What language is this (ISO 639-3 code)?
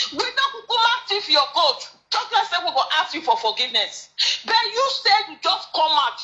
pcm